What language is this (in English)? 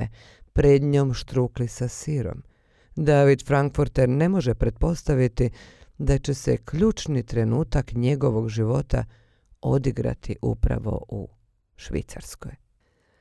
Bosnian